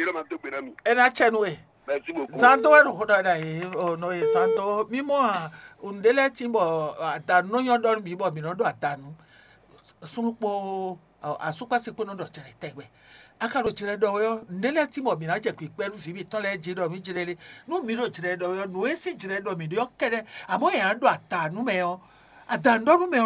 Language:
Fon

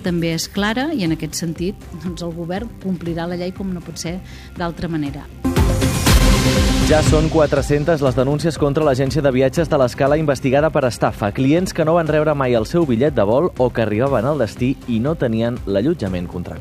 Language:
Catalan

